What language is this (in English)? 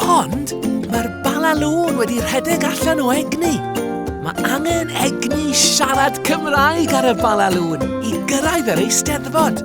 Welsh